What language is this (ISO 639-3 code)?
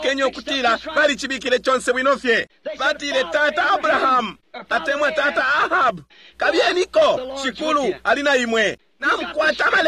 bem